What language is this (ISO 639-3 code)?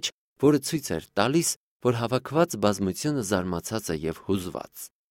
hye